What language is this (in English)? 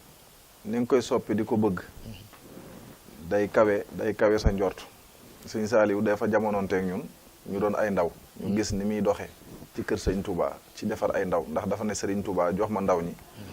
Wolof